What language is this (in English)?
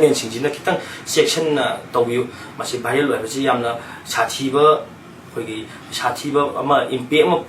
Manipuri